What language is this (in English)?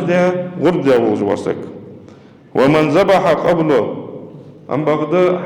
Ingush